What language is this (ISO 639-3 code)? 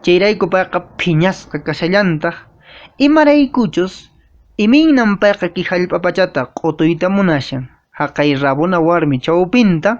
que